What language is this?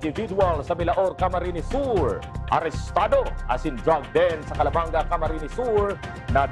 Bikol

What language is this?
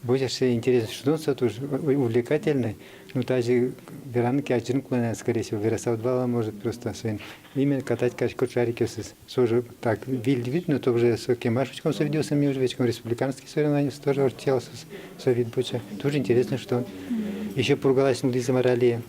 Udmurt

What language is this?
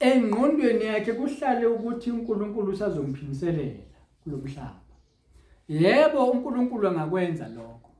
Zulu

